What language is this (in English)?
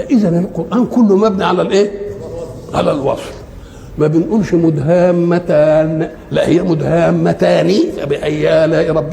Egyptian Arabic